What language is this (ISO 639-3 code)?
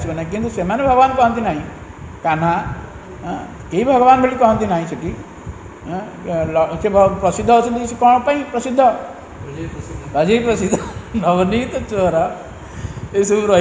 ori